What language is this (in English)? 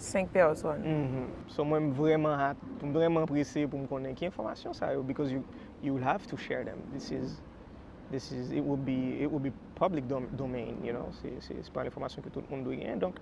Haitian Creole